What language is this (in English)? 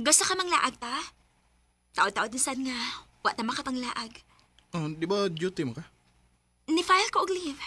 Cebuano